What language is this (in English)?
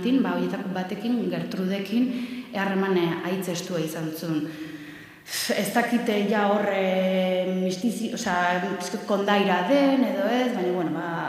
Basque